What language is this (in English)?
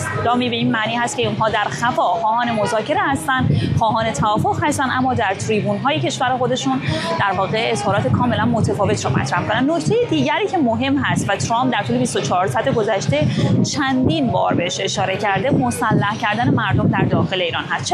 Persian